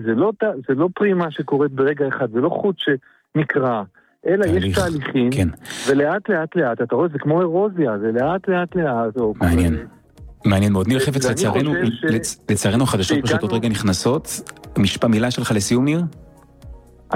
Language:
Hebrew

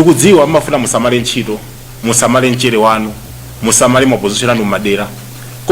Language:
Nyanja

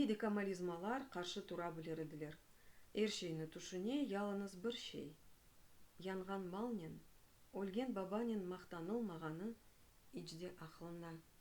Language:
Crimean Tatar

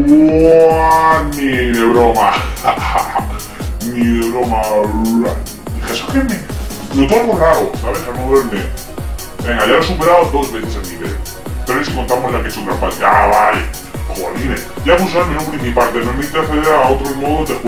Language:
Spanish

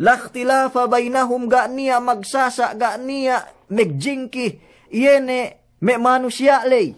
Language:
Yakan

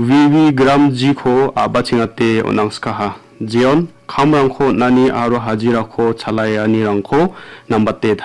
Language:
Garo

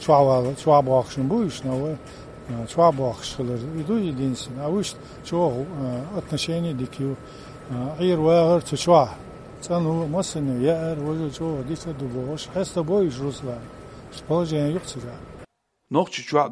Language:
Chechen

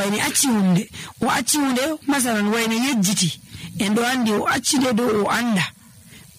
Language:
Nigerian Fulfulde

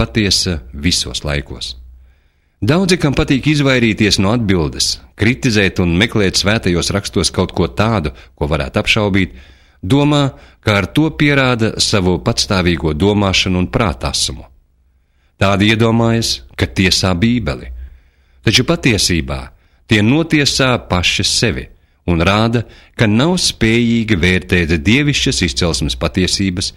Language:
Latvian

